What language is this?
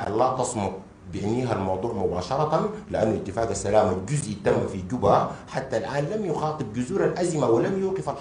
Sudanese Arabic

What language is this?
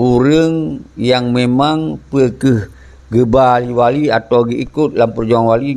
Achinese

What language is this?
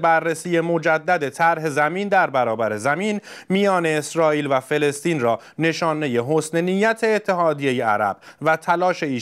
Persian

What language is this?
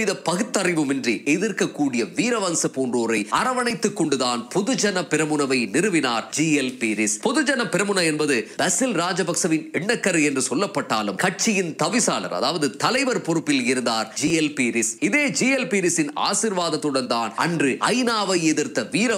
Tamil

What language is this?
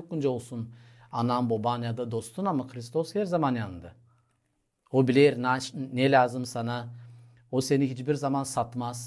Gagauz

